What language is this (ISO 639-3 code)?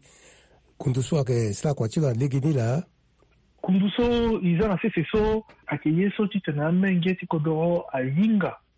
sag